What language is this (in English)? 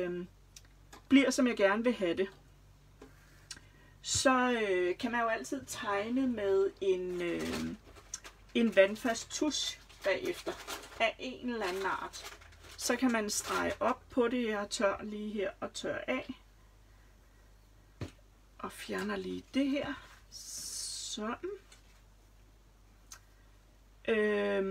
Danish